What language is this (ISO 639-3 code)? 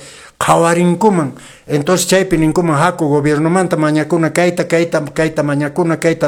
que